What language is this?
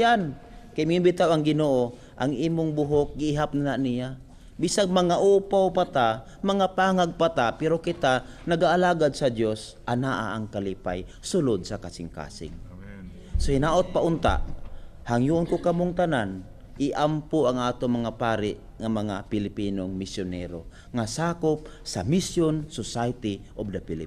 Cebuano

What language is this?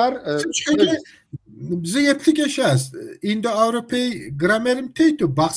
Kabardian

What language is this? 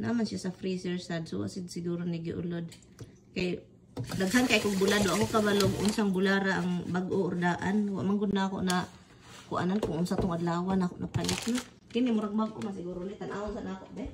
Cebuano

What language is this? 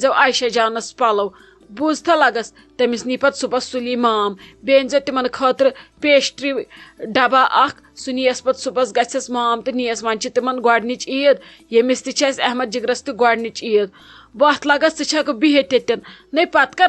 Kashmiri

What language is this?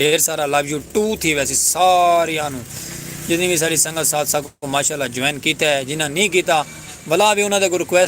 Saraiki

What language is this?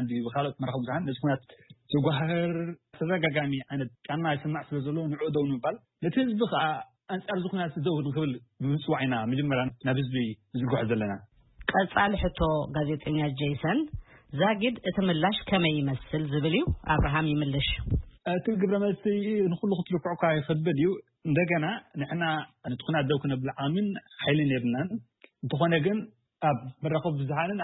Tigrinya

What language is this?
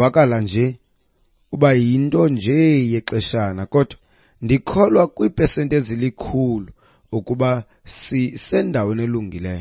Xhosa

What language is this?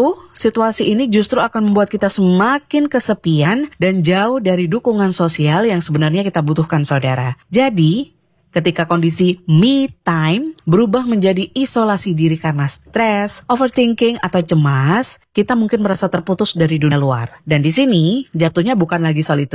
Indonesian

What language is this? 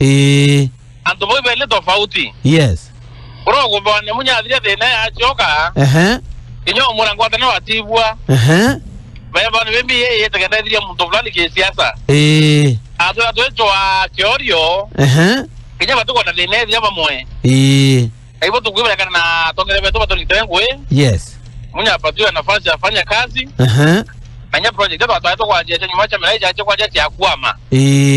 Meru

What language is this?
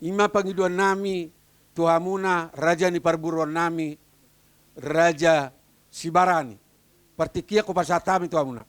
Batak Toba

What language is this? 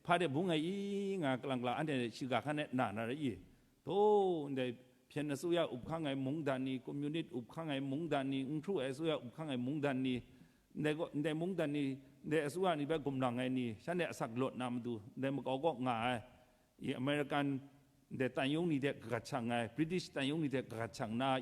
Kachin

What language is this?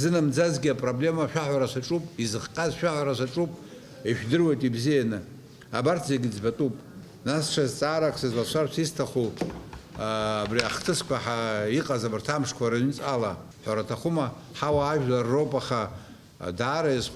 Abkhazian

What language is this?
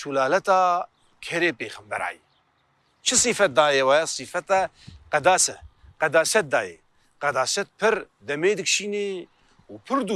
Kurdish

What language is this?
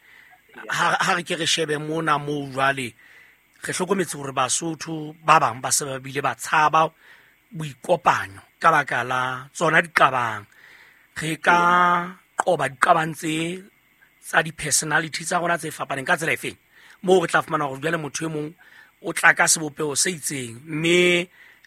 Southern Sotho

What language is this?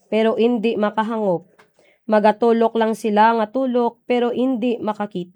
Hiligaynon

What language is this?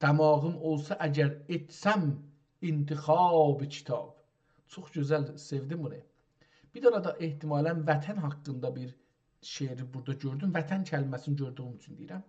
South Azerbaijani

